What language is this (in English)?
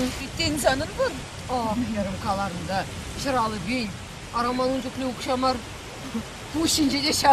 Chuvash